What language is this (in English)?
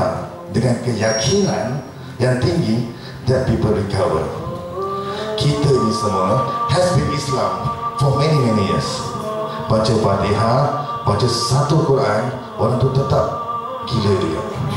Malay